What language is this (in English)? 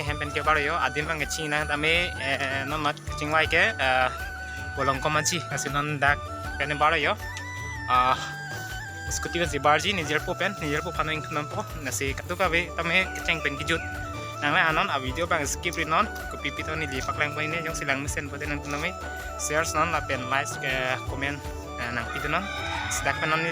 Karbi